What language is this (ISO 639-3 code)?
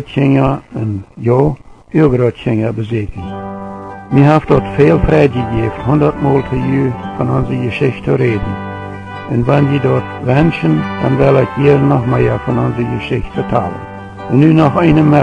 pdt